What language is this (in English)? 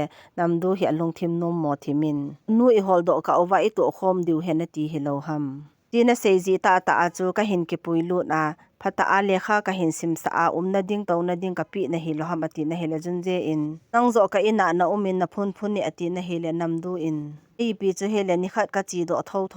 Thado Chin